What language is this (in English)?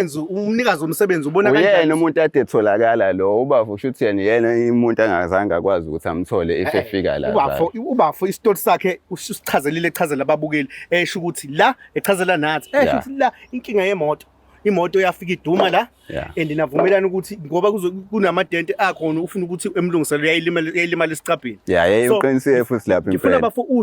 Zulu